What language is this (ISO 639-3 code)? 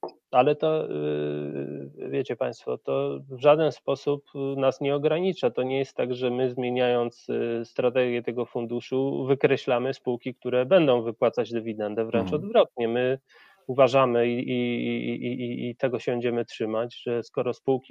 pol